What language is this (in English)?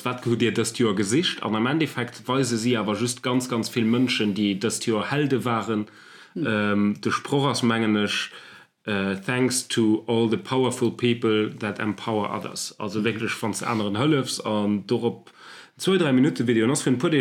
Luxembourgish